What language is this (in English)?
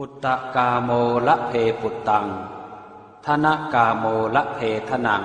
Pali